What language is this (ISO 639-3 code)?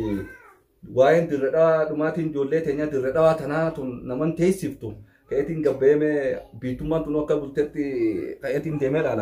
orm